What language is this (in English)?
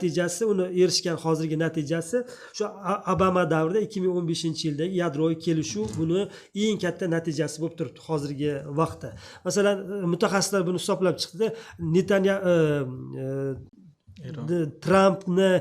Uzbek